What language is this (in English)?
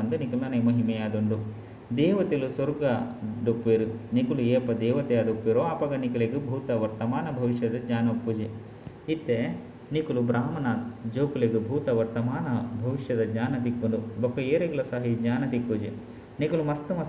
Tulu